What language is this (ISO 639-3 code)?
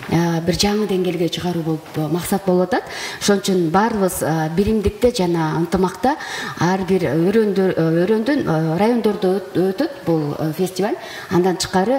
kir